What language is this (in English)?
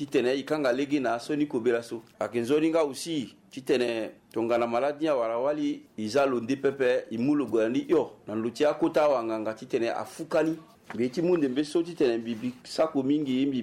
Sango